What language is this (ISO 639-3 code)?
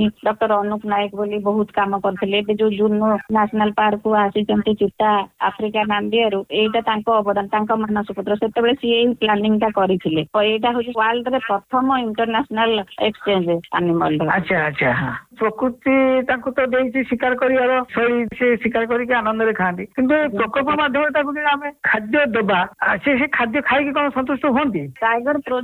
ori